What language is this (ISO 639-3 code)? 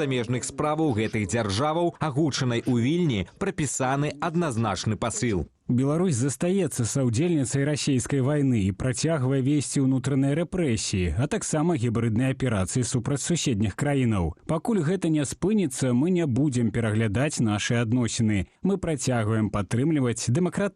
bel